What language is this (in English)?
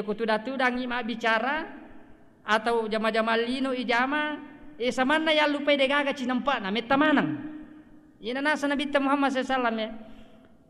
Buginese